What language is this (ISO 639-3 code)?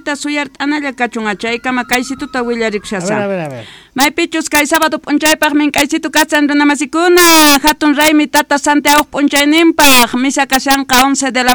quh